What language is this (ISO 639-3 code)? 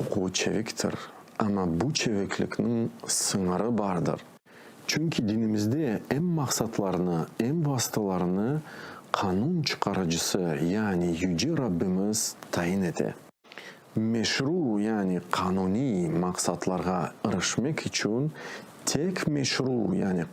crh